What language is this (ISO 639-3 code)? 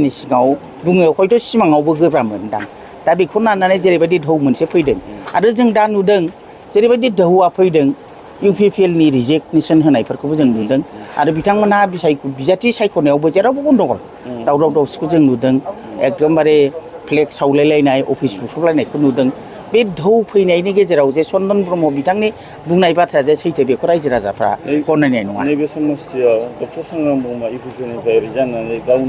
brx